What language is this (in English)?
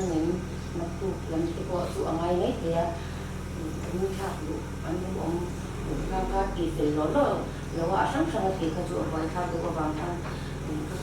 Mizo